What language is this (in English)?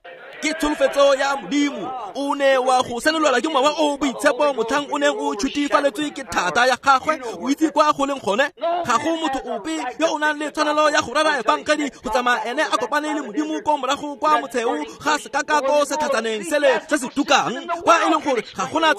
Tswana